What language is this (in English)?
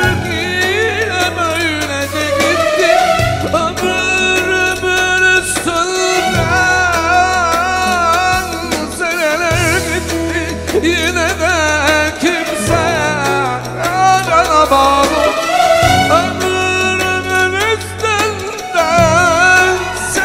Turkish